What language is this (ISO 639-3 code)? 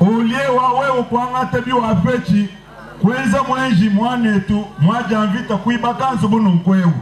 lua